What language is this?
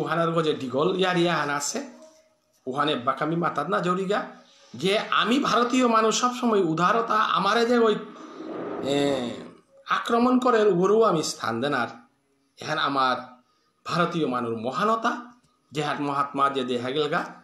Bishnupriya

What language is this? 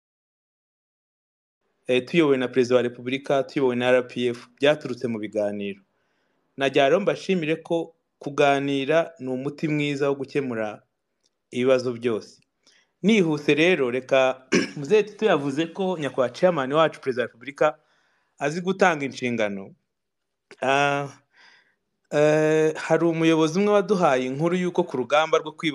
Kinyarwanda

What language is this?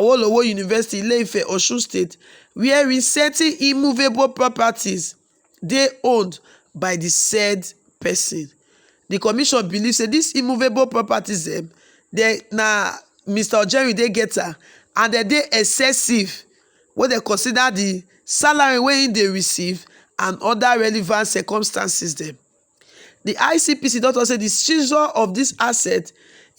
Nigerian Pidgin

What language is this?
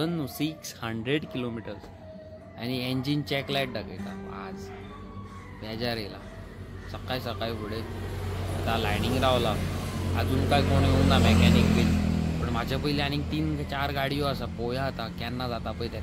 Konkani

